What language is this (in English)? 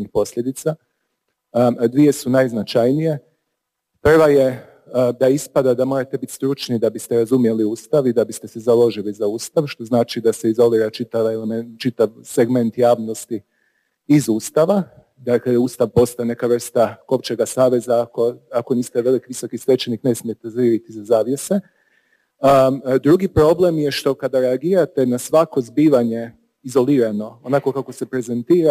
Croatian